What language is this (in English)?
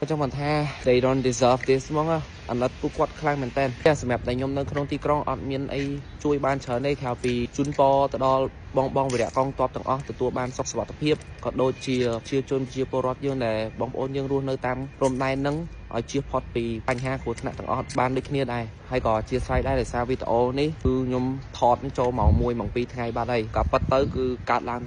Khmer